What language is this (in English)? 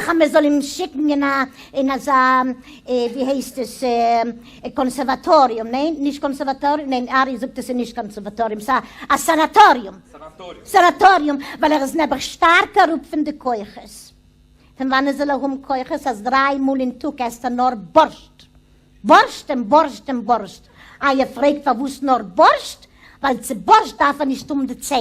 Yiddish